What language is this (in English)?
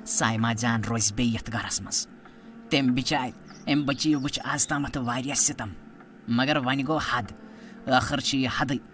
Kashmiri